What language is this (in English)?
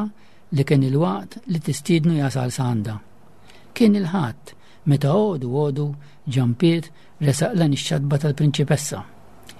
Maltese